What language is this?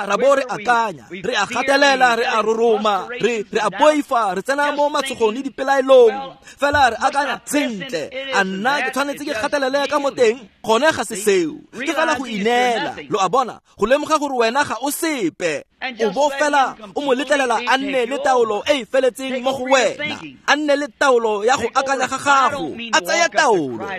Tswana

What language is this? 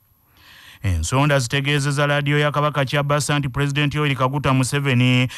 Ganda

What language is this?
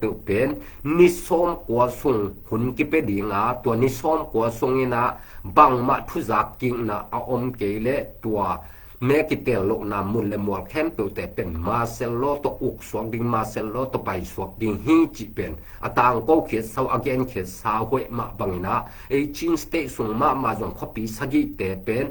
Tedim Chin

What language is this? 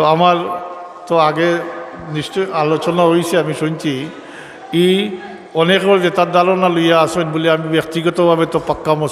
Sylheti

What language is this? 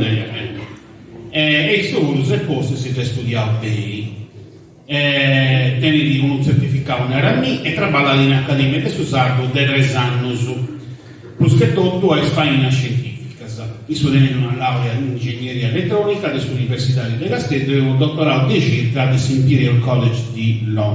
Sardinian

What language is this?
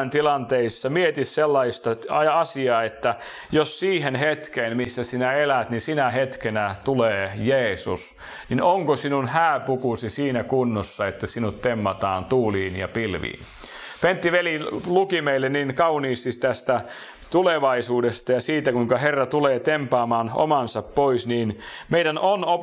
Finnish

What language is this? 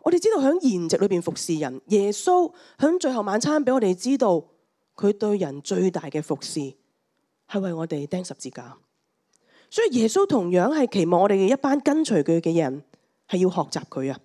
Cantonese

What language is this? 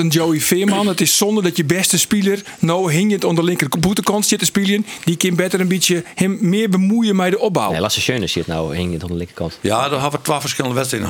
Western Frisian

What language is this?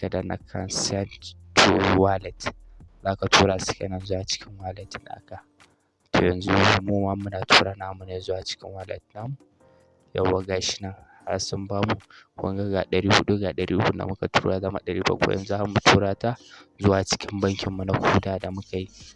Hausa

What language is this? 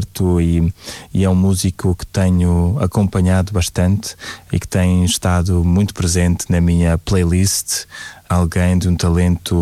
Portuguese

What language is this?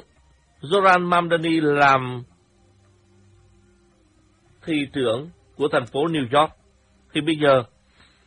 Vietnamese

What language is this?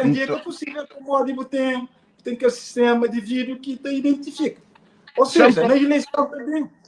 Kabuverdianu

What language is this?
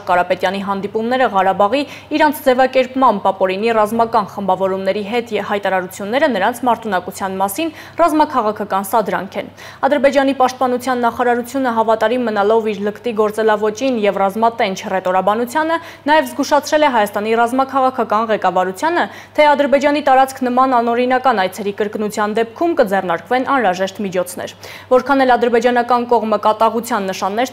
Armenian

